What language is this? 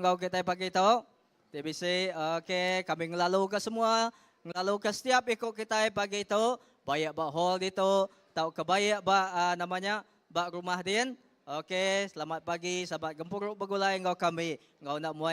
Iban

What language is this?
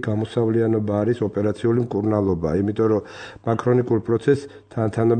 Georgian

